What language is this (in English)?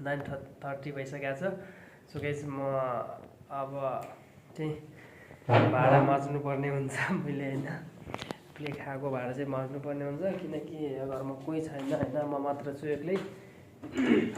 Nepali